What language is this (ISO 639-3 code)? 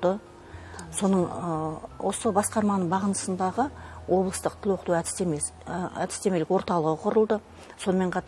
kaz